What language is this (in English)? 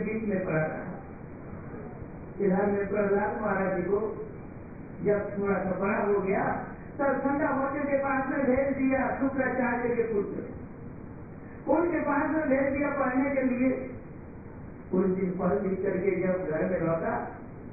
Hindi